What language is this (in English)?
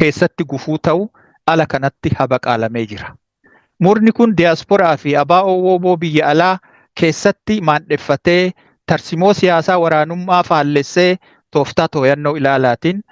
Oromo